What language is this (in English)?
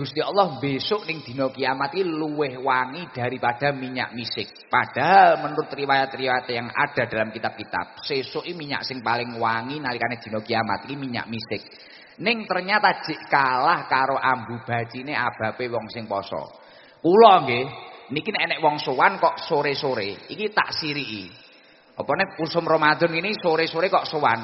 Javanese